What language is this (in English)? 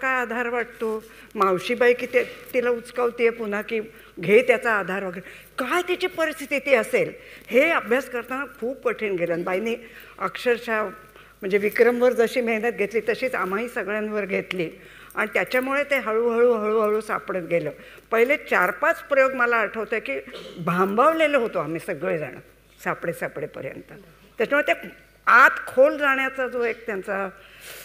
Marathi